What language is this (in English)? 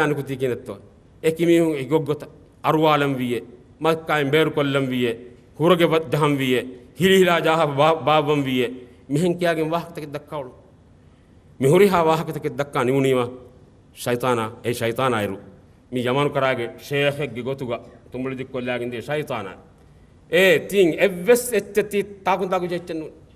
Divehi